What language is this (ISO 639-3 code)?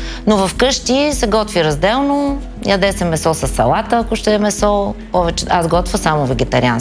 bul